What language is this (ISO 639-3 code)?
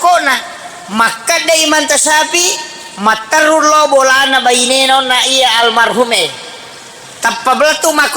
bug